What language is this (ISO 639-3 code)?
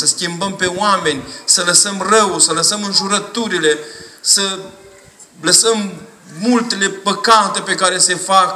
ron